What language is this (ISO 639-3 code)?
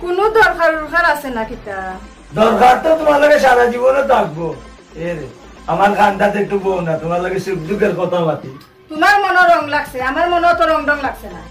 syl